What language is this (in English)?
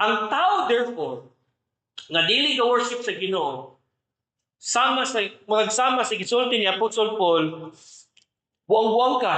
Cebuano